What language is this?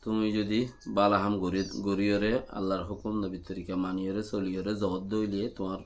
Rohingya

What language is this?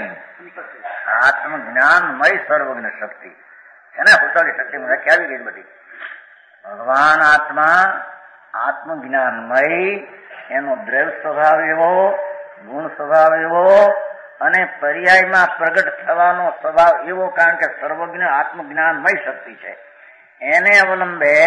Gujarati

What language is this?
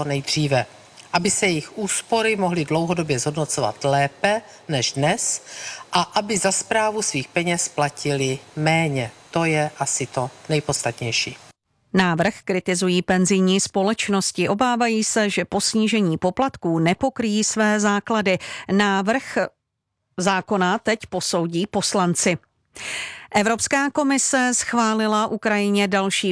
Czech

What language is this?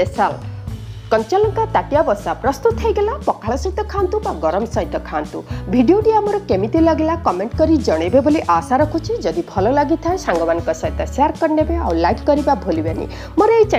Odia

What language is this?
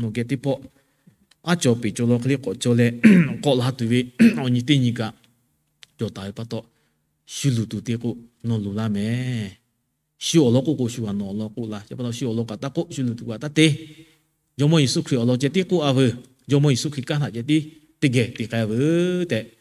Lahu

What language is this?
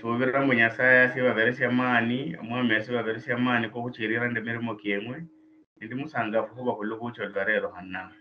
Luyia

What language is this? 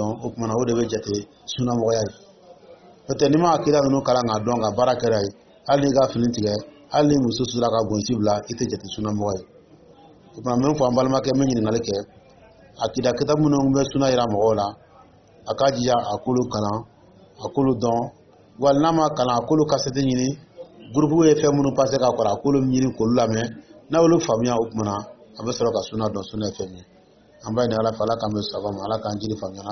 Dyula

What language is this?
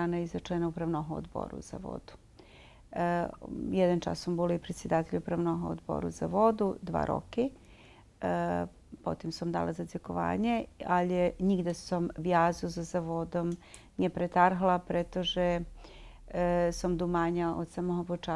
Rusyn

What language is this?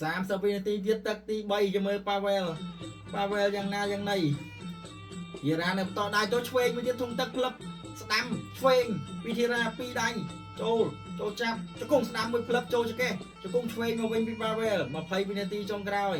Khmer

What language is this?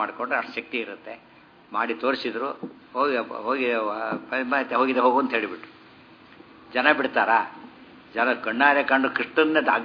Kannada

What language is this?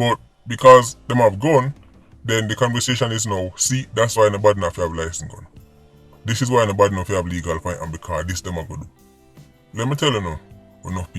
Jamaican Creole English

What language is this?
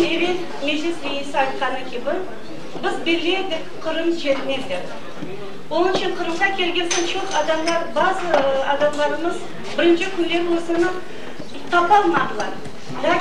Crimean Tatar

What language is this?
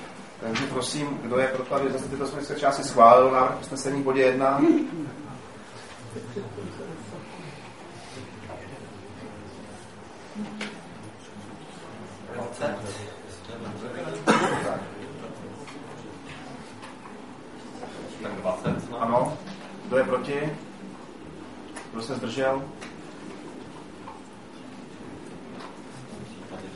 Czech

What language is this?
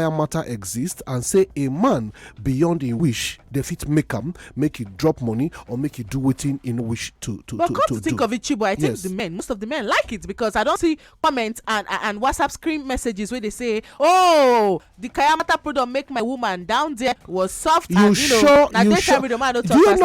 Nigerian Pidgin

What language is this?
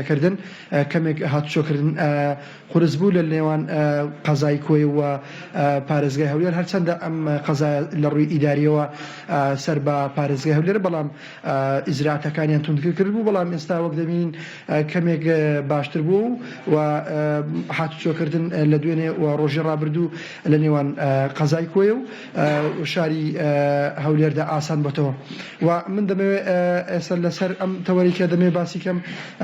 Central Kurdish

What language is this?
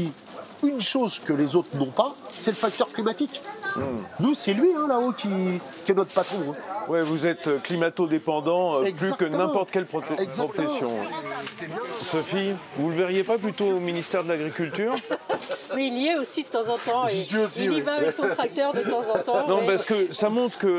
French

